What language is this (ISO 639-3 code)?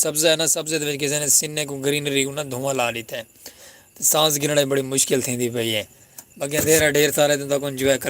skr